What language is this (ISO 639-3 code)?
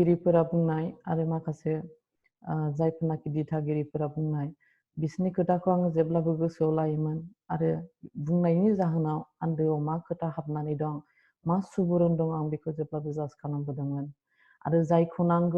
brx